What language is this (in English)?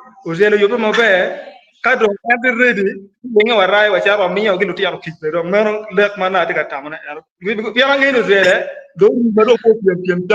Acoli